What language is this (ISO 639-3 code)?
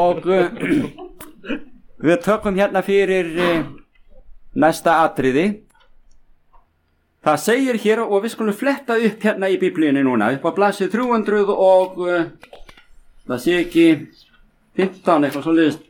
isl